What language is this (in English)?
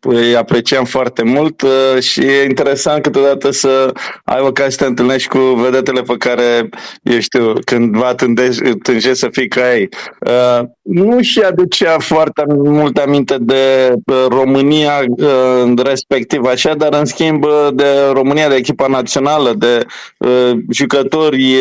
Romanian